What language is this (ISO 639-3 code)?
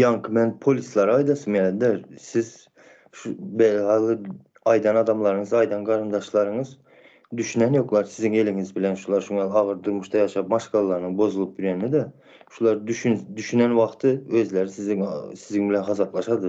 tuk